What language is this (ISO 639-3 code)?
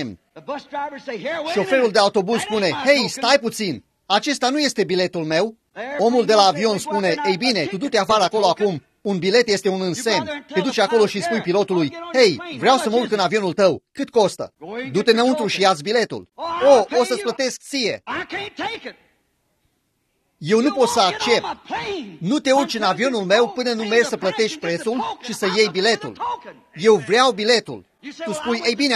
ron